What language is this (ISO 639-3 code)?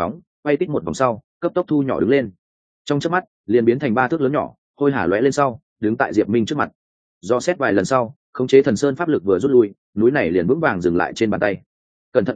vie